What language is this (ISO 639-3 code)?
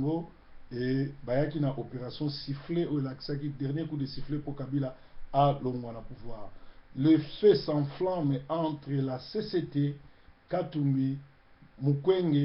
lin